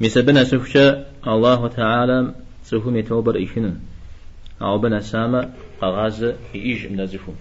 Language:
Kabardian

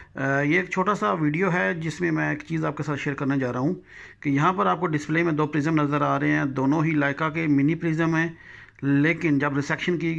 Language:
Hindi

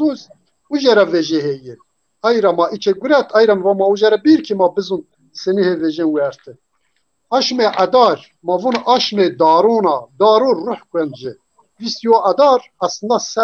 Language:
Zaza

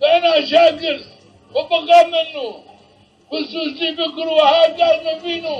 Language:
Zaza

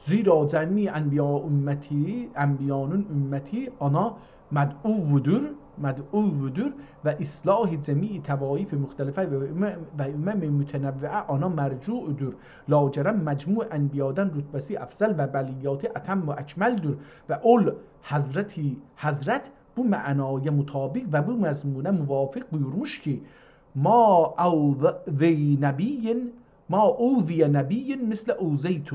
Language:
South Azerbaijani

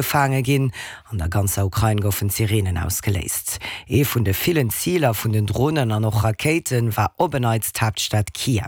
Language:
Luxembourgish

